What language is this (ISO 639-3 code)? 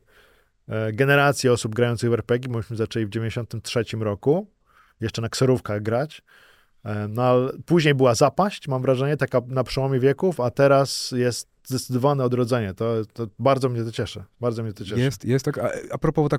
pol